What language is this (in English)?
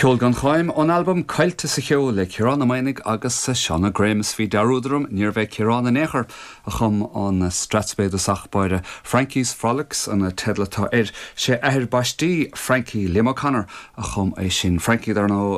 Irish